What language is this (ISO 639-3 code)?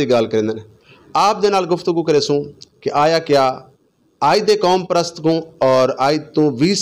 skr